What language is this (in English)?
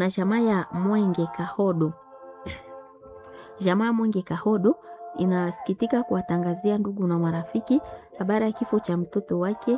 Swahili